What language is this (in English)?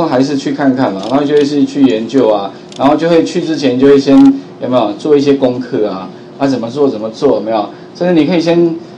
Chinese